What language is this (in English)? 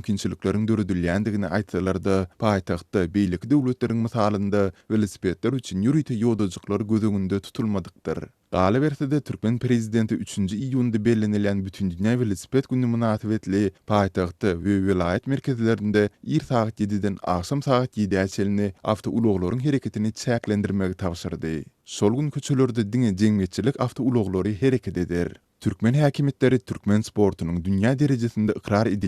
Turkmen